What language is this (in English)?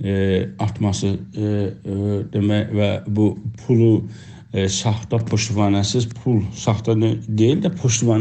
South Azerbaijani